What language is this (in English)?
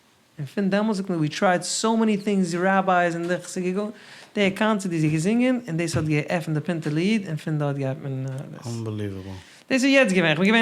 Yiddish